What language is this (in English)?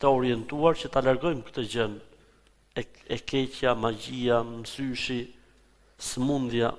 Albanian